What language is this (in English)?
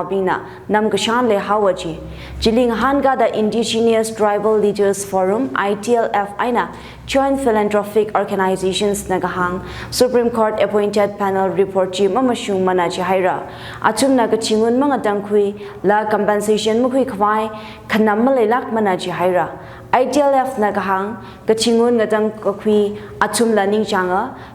Tangkhul Naga (India)